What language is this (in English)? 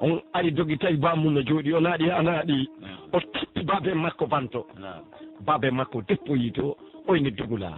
Pular